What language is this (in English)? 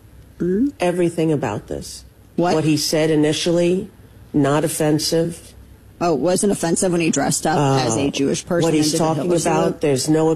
English